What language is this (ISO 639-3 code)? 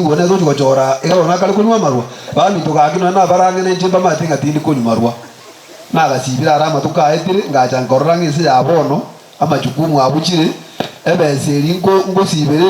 guz